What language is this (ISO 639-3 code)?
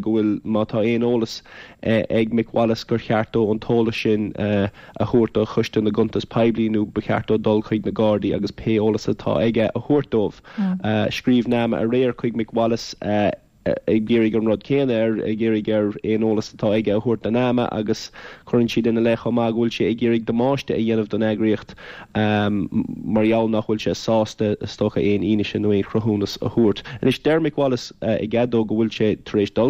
gle